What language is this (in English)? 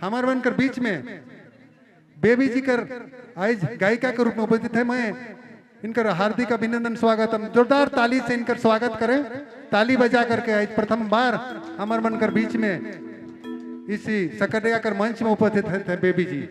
Sadri